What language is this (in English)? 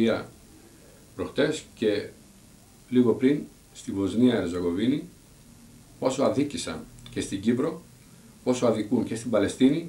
Greek